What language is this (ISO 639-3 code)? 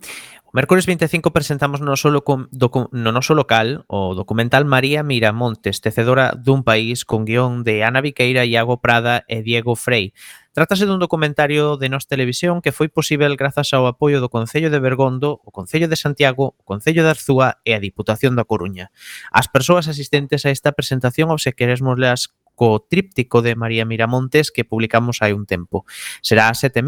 glg